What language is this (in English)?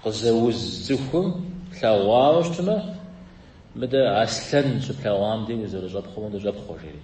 Kabardian